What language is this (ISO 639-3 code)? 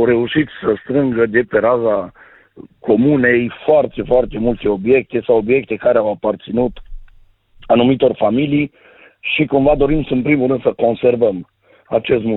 ron